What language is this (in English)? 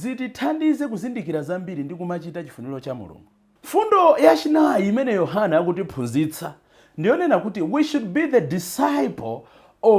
Nyanja